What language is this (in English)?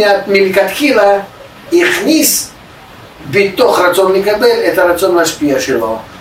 Hebrew